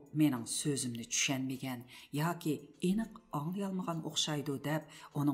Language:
Uyghur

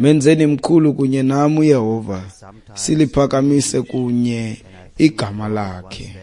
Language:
Xhosa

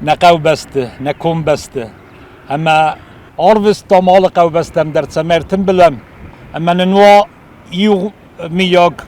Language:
Ossetic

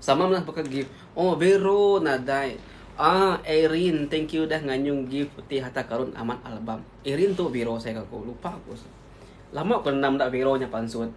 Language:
Iban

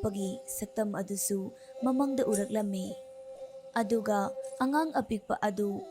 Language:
Manipuri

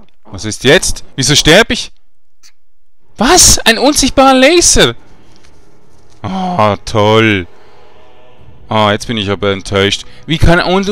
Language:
German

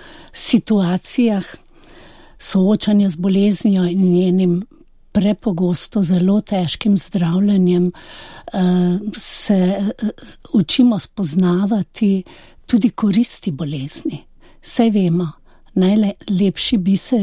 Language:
Slovenian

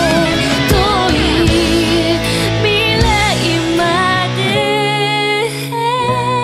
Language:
Japanese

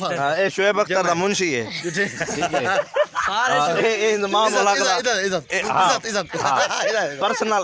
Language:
Saraiki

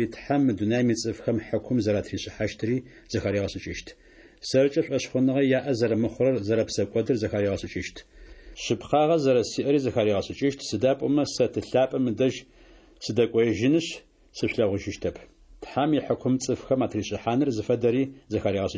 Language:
Adyghe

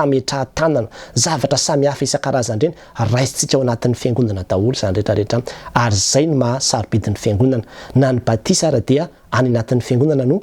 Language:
Malagasy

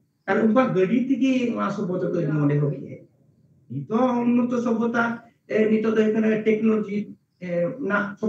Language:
Santali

